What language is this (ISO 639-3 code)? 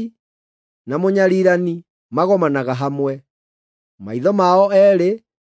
kik